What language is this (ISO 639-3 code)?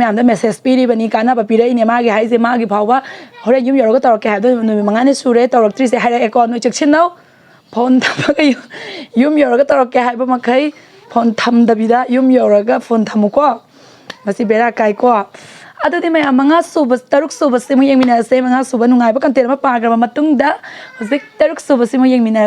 mni